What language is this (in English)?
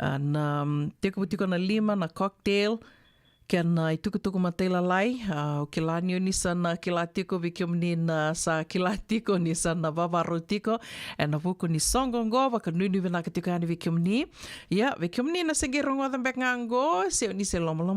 Fijian